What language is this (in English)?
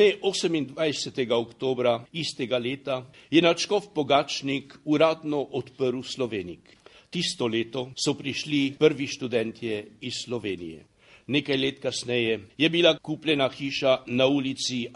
Slovenian